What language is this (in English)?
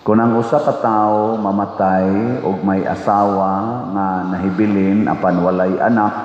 Cebuano